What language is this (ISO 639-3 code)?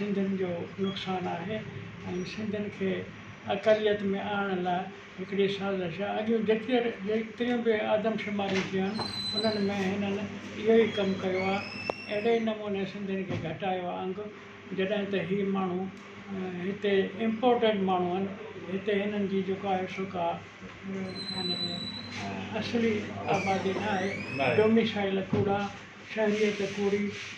snd